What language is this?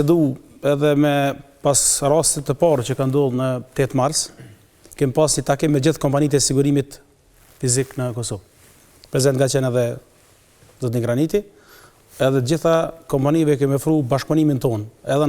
Albanian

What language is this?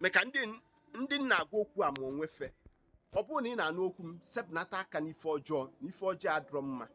Igbo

